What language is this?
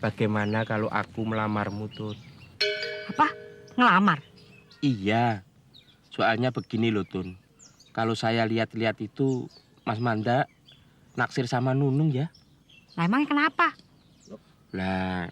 Betawi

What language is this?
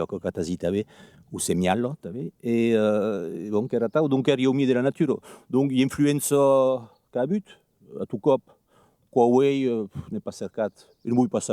Occitan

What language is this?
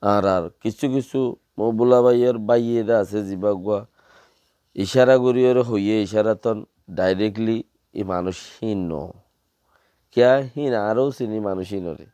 Rohingya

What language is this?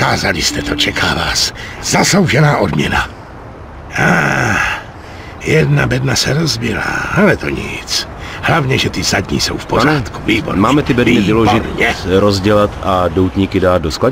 Czech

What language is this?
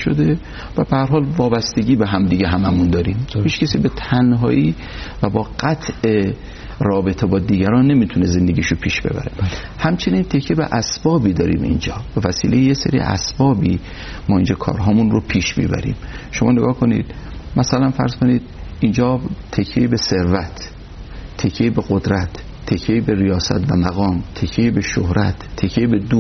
Persian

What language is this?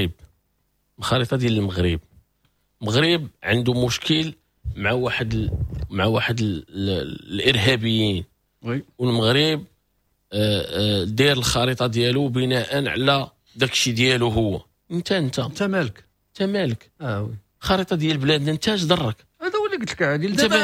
Moroccan Arabic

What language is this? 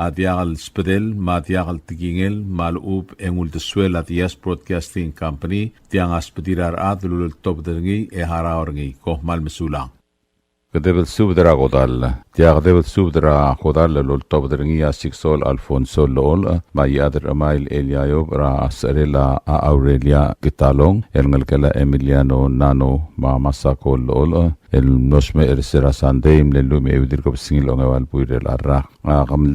Palauan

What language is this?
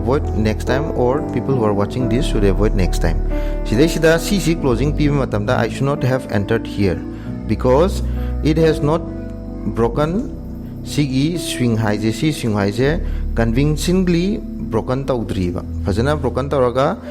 Manipuri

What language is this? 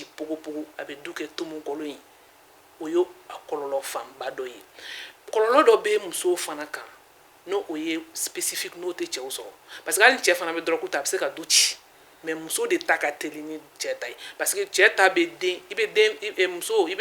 Bambara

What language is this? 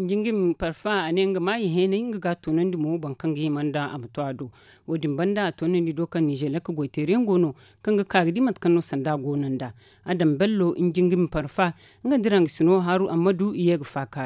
Zarma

